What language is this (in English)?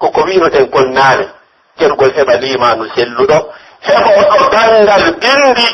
Pular